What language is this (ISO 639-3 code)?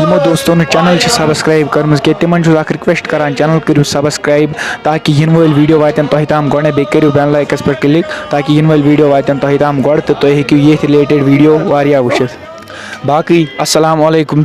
kas